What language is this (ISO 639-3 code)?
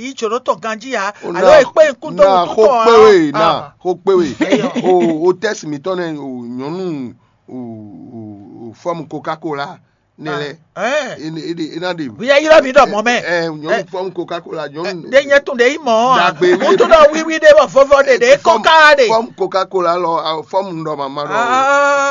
fon